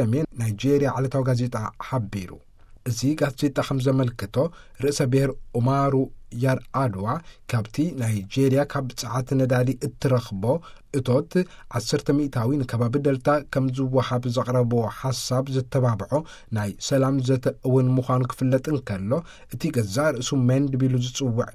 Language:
Tigrinya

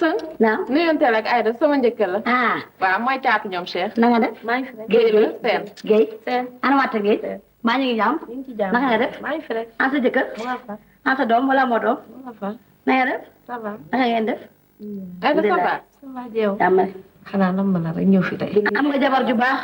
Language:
Wolof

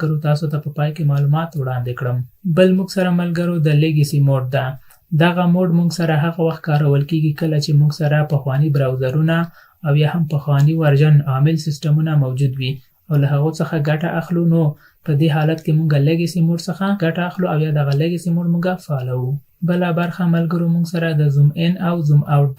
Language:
Pashto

